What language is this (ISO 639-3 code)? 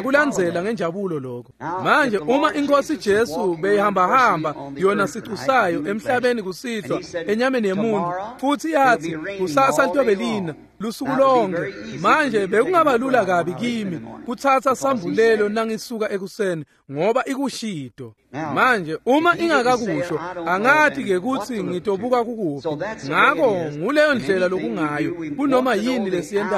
ssw